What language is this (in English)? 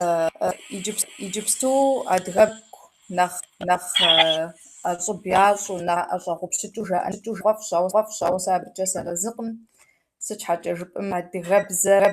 Kabardian